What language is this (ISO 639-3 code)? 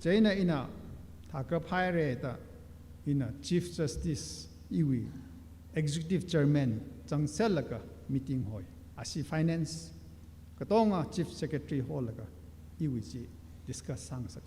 nmf